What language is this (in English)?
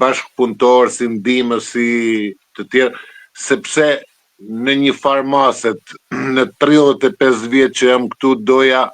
Albanian